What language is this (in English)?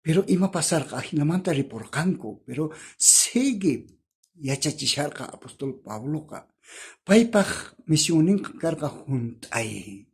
South Bolivian Quechua